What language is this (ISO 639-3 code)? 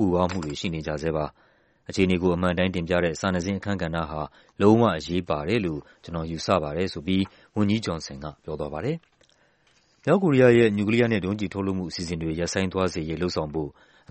mya